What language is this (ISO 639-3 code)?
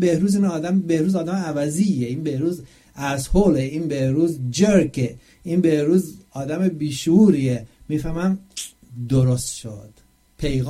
fas